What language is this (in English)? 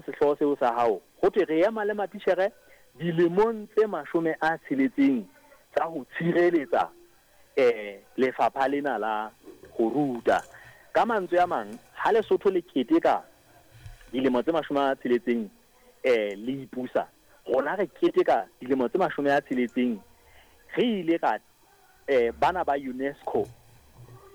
Southern Sotho